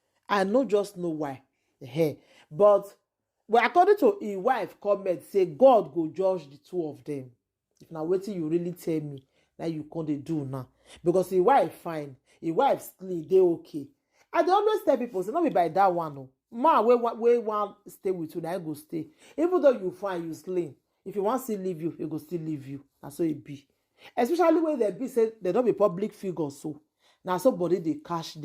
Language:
Nigerian Pidgin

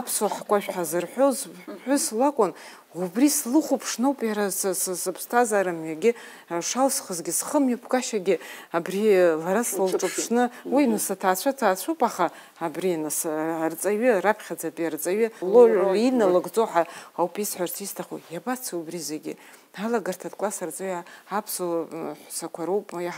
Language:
Abkhazian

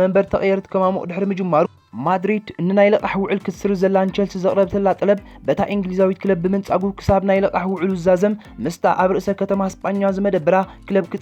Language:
Tigrinya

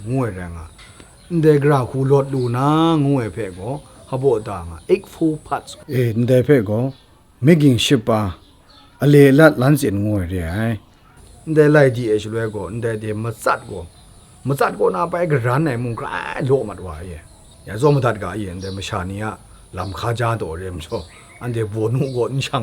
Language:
Kachin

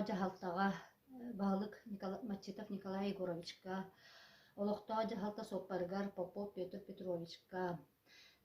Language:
Yakut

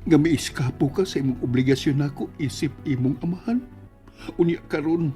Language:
Cebuano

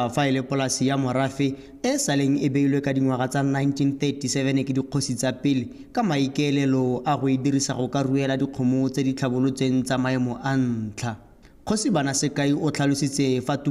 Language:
Tswana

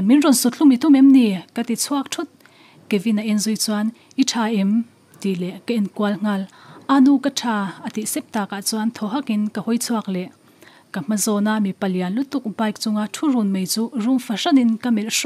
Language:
Mizo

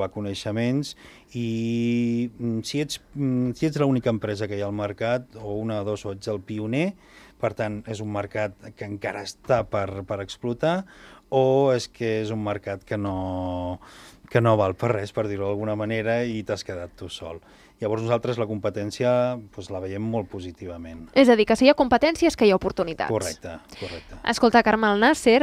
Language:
Catalan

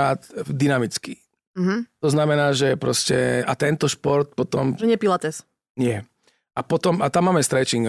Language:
Slovak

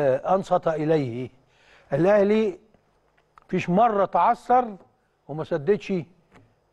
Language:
Egyptian Arabic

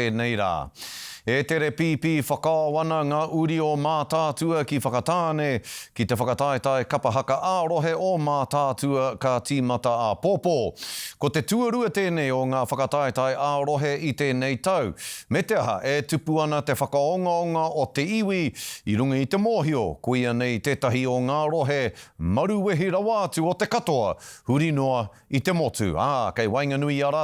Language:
Māori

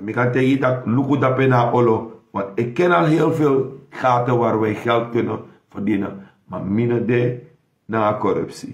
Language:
Sranan Tongo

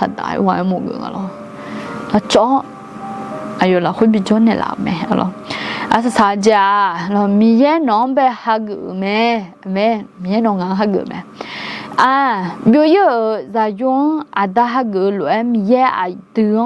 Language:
Akha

